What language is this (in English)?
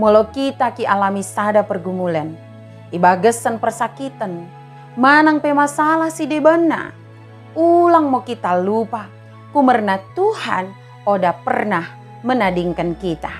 Batak Dairi